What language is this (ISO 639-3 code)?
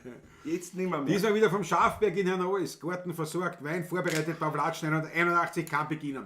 bar